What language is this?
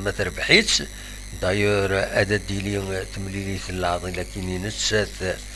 Kabyle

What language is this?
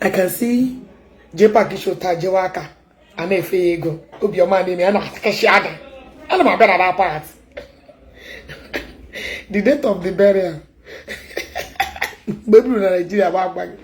Igbo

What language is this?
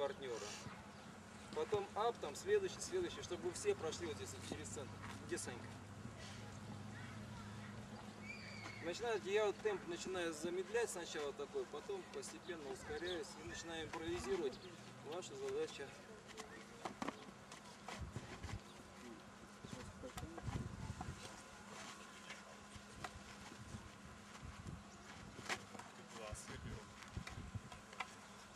Russian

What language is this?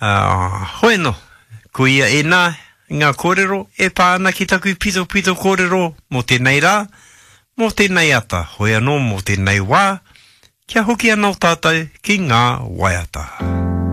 Māori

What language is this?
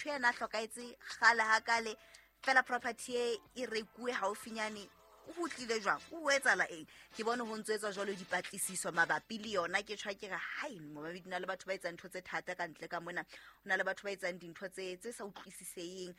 Southern Sotho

